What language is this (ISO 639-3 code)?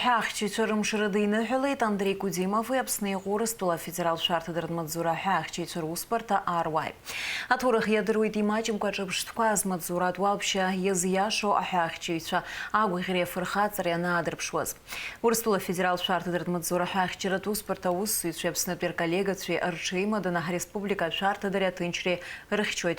abk